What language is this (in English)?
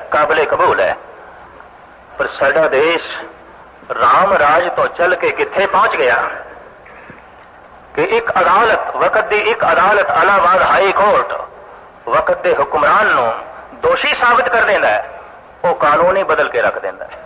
Punjabi